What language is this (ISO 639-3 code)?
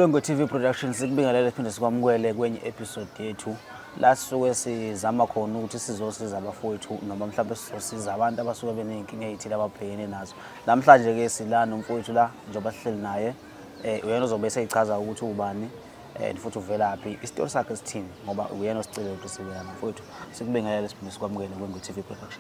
zul